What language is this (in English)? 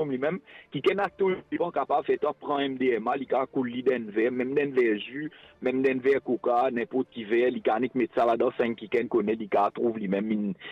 Morisyen